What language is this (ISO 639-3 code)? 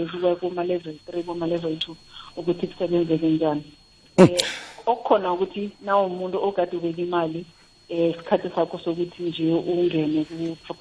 nbl